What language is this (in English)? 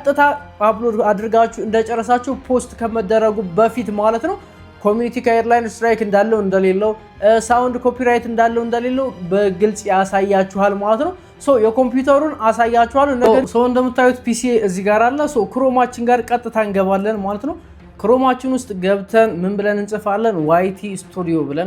Amharic